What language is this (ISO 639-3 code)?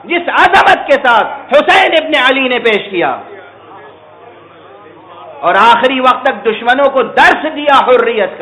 urd